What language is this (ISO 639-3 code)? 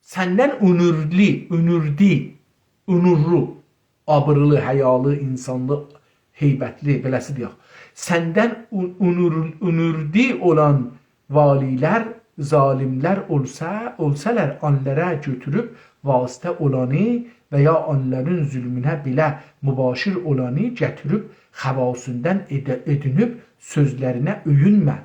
azb